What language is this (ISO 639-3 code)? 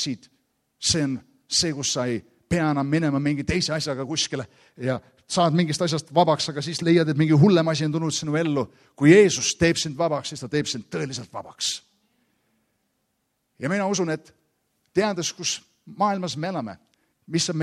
est